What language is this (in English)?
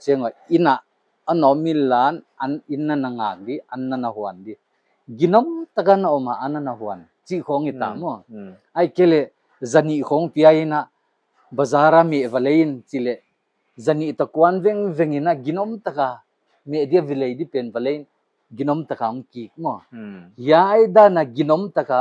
Paite Chin